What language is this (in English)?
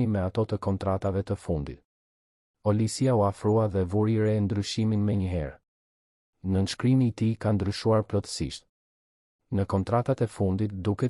Albanian